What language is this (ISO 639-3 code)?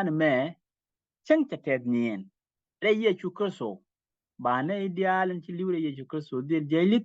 nus